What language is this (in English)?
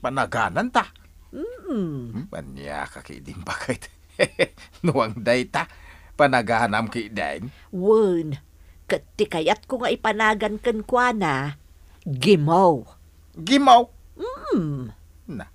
Iloko